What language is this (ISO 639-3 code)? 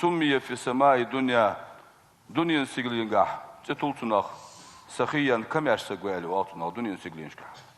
inh